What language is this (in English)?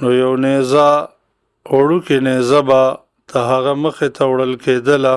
Pashto